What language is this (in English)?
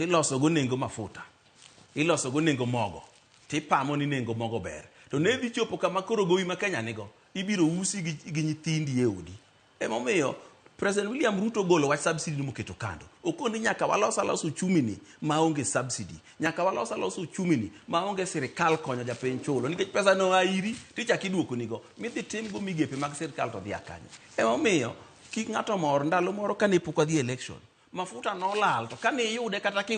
Luo (Kenya and Tanzania)